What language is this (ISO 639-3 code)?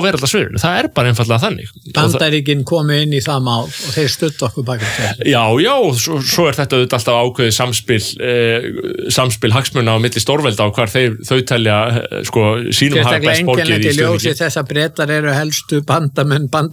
isl